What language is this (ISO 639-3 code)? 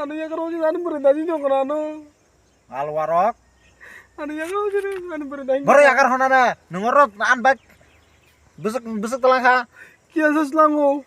trp